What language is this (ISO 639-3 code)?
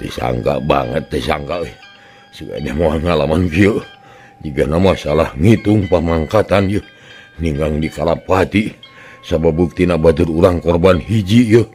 sun